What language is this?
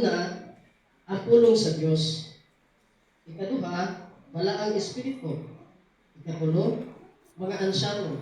Cebuano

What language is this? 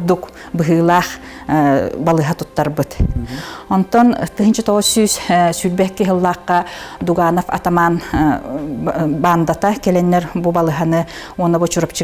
Yakut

